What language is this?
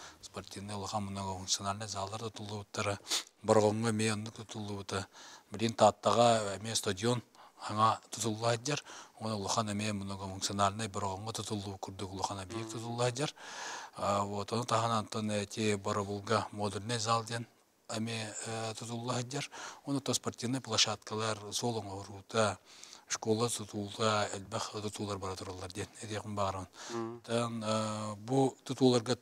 Yakut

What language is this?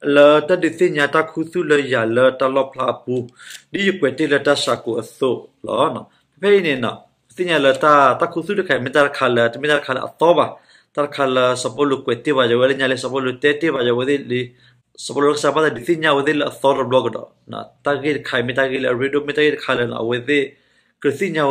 S'gaw Karen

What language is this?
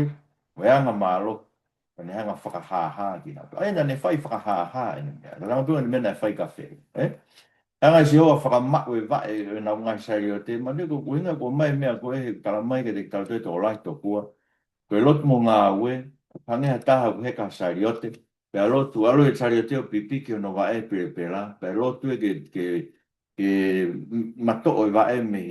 Tongan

